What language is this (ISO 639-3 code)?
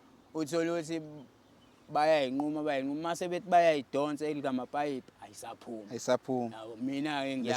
zul